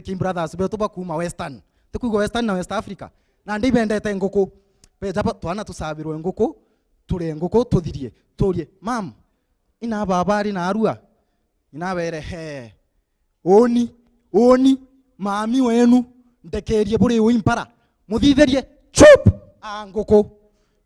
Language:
Meru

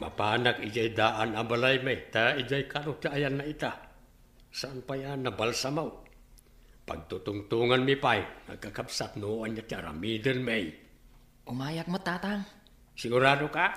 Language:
Iloko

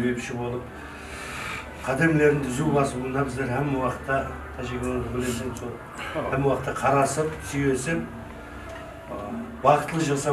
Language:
Kara-Kalpak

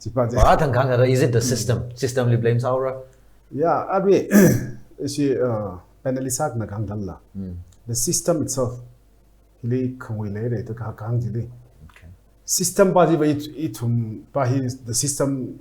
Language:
Tangkhul Naga (India)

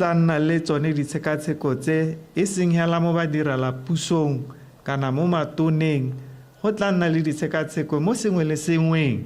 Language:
Tswana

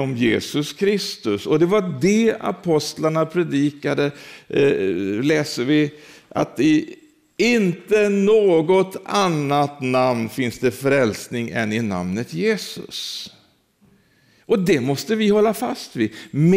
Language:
Swedish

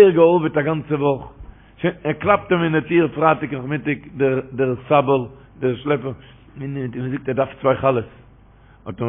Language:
Yiddish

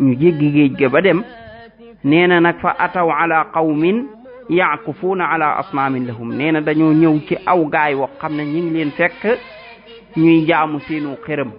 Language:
Wolof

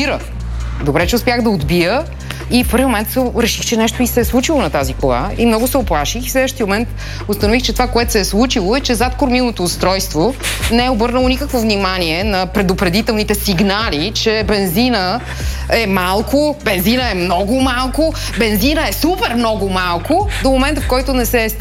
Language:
Bulgarian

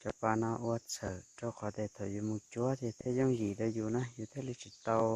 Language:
Hmong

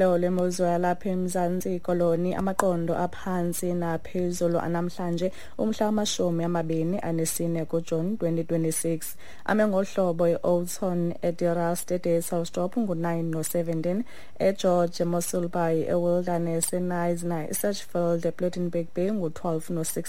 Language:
Xhosa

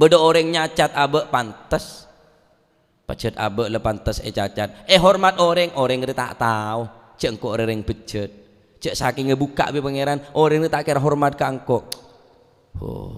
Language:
Madurese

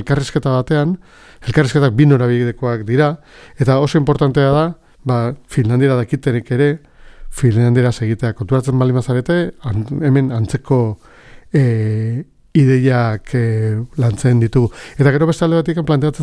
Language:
Basque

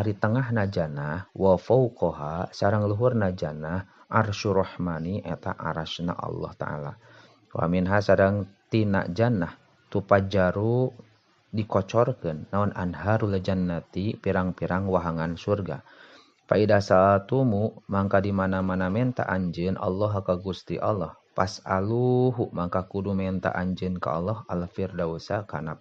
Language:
Sundanese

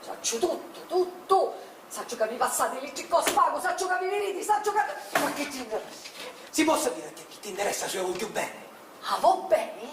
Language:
Sicilian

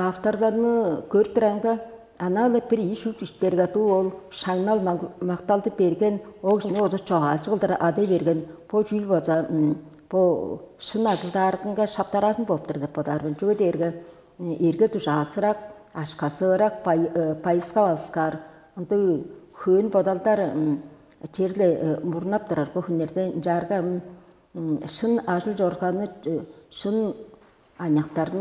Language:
Tuvinian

